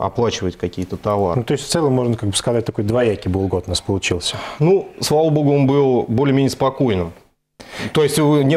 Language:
Russian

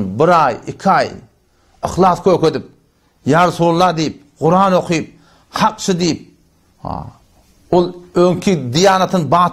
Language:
Turkmen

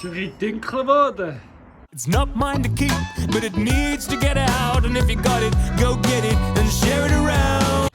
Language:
Swiss German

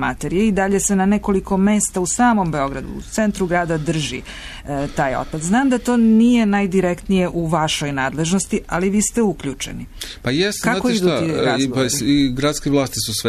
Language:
Serbian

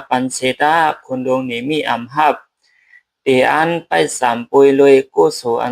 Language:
Shan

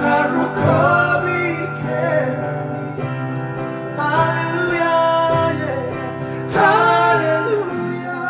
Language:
Fijian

